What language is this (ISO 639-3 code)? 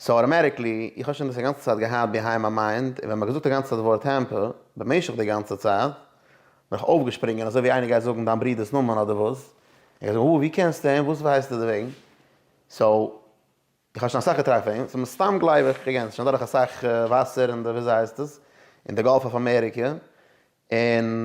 yid